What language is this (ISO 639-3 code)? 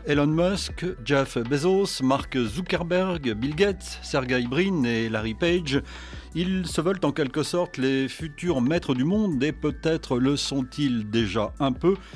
fra